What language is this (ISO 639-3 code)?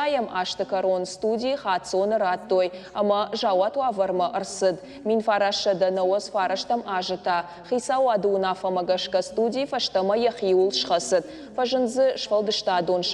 oss